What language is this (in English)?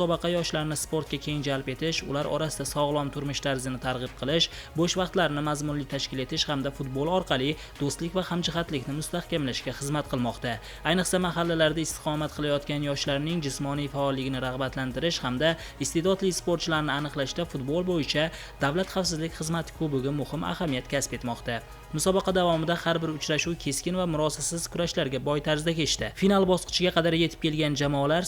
Uzbek